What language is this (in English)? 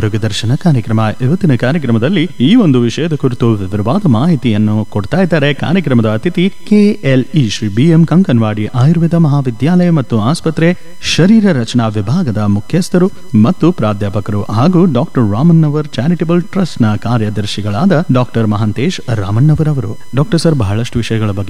Kannada